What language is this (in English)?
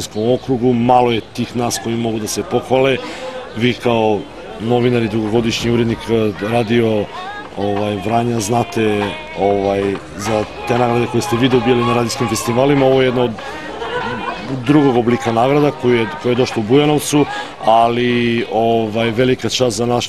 Serbian